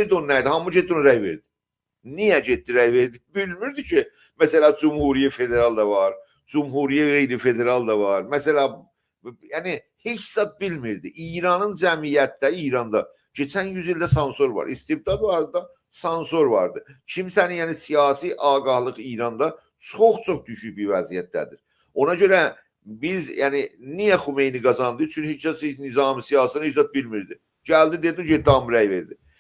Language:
South Azerbaijani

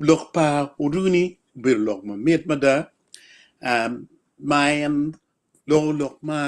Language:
Acoli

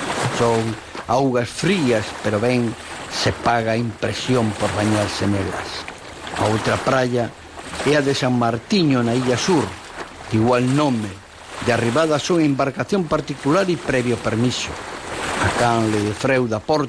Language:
Galician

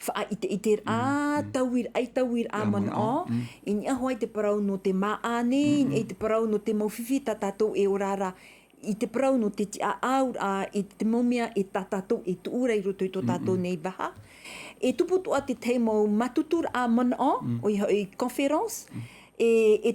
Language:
Tahitian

